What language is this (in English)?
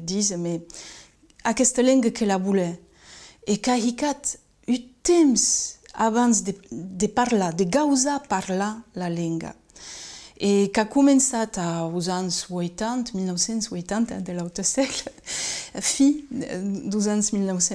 Occitan